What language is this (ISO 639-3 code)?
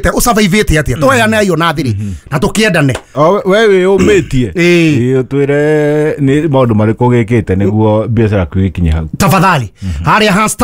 kik